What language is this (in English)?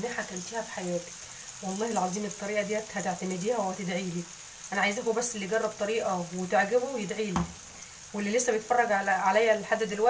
Egyptian Arabic